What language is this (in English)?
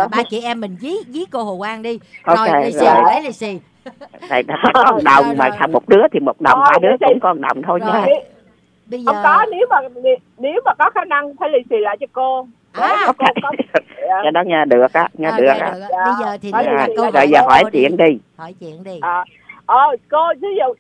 Vietnamese